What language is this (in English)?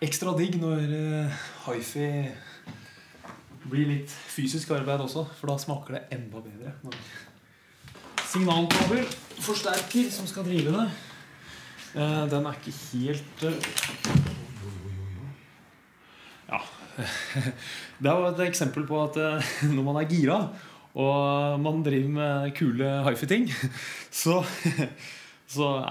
Norwegian